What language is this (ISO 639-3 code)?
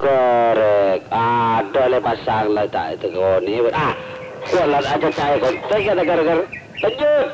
mad